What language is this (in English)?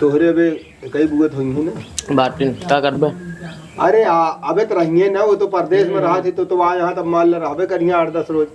Awadhi